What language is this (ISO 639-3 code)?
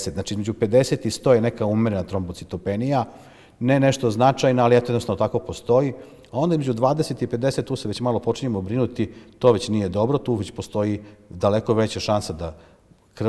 srp